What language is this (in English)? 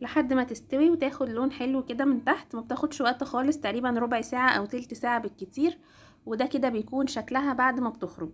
Egyptian Arabic